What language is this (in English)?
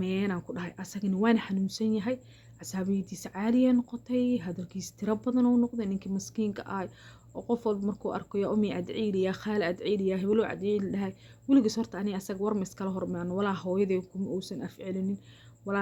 Somali